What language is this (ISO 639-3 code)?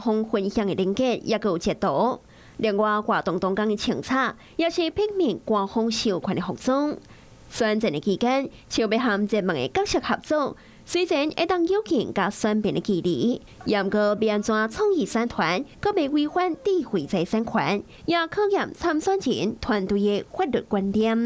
nan